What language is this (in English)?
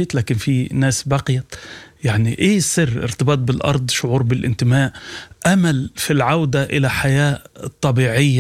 Sudanese Arabic